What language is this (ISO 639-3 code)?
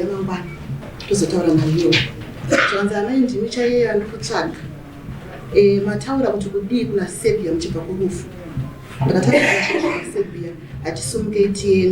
sna